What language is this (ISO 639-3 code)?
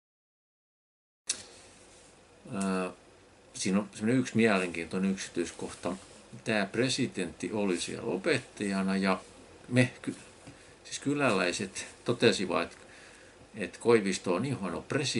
fin